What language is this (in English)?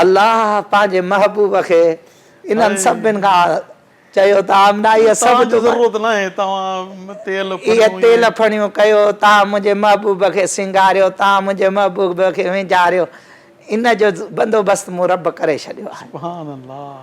Sindhi